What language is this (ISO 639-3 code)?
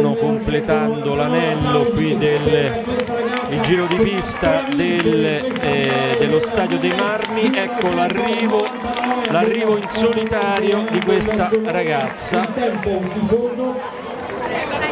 ita